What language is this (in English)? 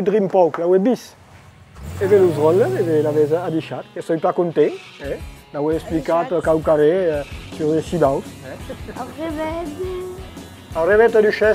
Occitan